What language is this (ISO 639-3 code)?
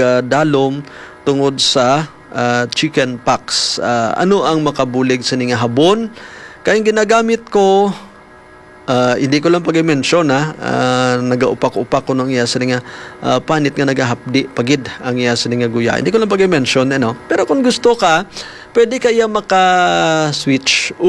hil